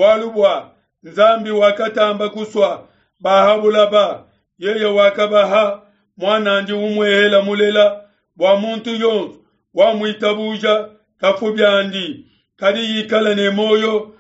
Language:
Luba-Lulua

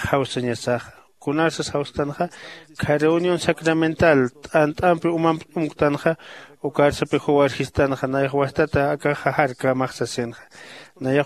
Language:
Aymara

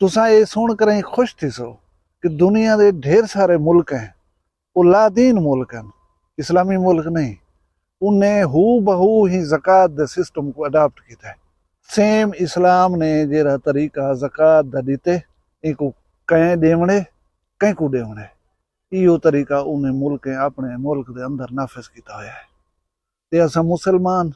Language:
Saraiki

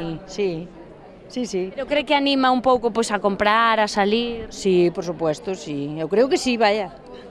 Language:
Galician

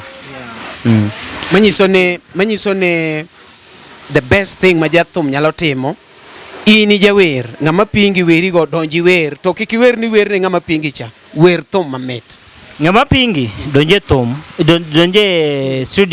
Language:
Luo (Kenya and Tanzania)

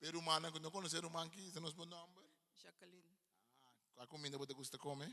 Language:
Papiamento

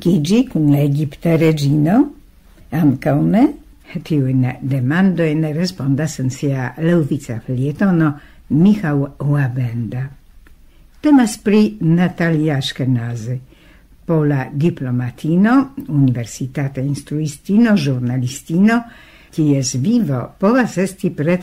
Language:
Esperanto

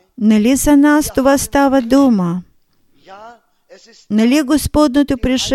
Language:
Bulgarian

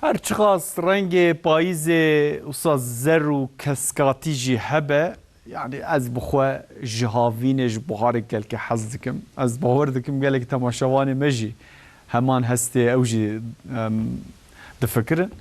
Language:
Kurdish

